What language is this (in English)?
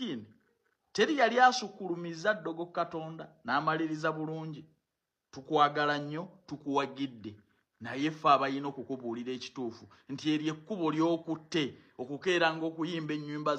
Ganda